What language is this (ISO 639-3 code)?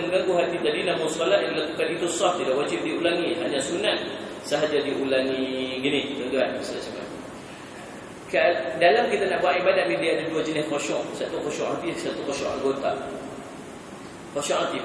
msa